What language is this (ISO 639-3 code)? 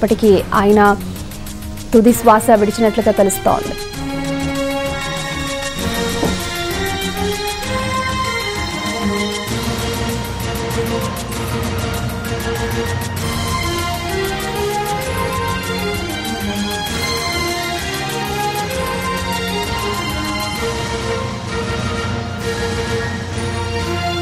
tel